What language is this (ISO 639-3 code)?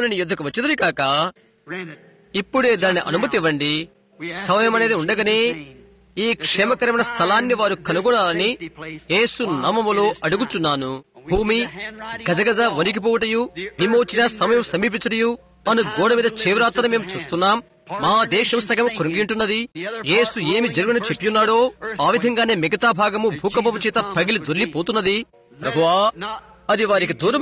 tel